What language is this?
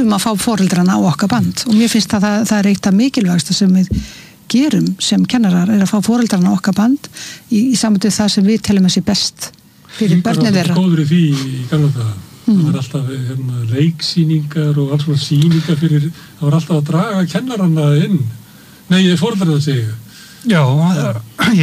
Icelandic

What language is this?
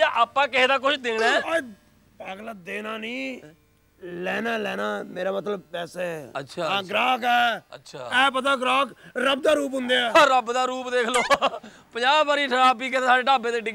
Punjabi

